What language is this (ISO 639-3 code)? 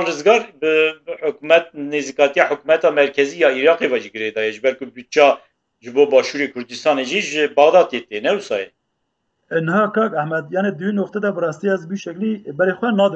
kur